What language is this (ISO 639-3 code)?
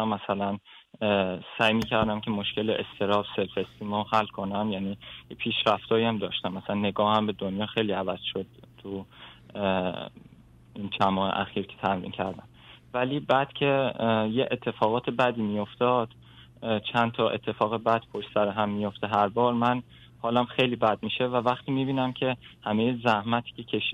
fas